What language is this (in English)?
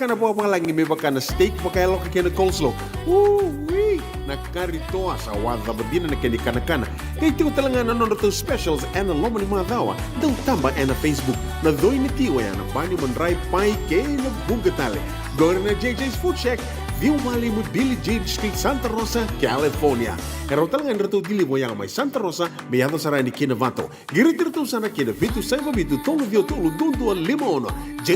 Fijian